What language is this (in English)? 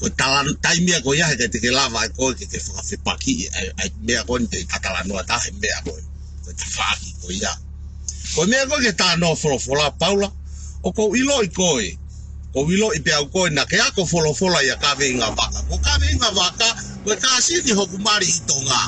Tongan